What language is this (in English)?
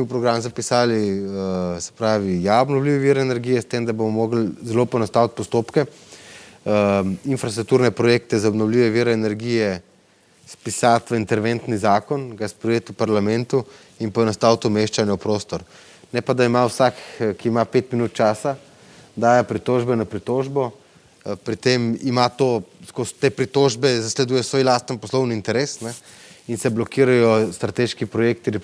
Slovenian